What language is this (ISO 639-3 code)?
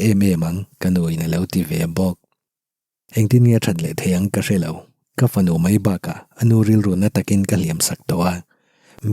lus